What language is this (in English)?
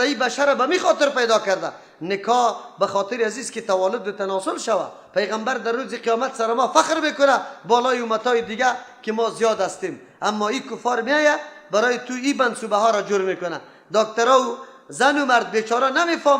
Persian